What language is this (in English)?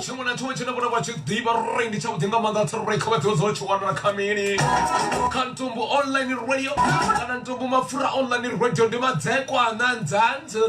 Venda